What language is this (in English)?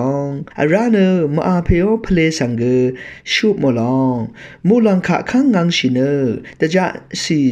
Rawang